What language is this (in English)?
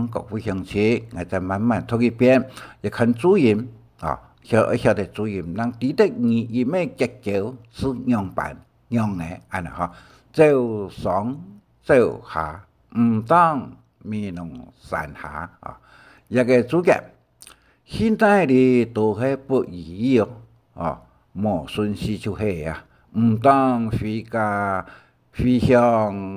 Hakka Chinese